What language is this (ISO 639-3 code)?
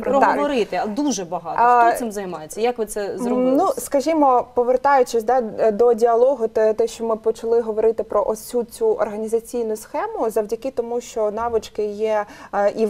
ukr